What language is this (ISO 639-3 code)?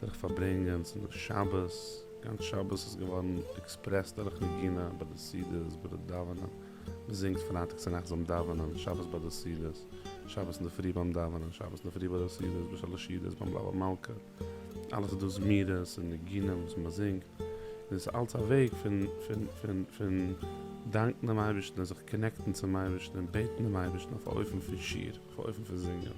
yid